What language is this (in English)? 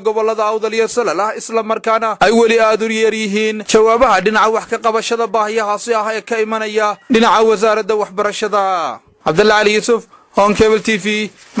Somali